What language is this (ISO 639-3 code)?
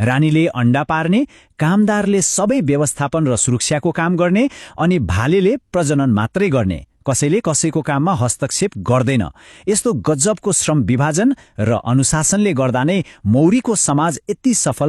nep